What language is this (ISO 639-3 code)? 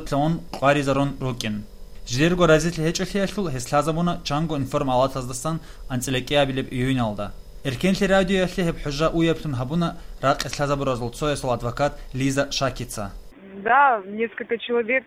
ava